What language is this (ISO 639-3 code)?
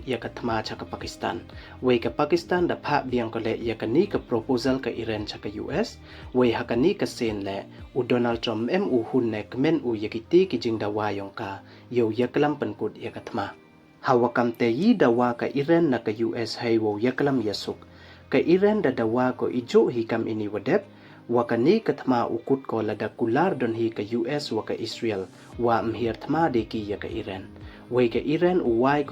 pbv